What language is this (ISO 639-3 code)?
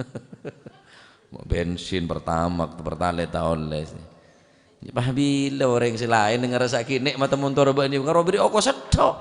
mad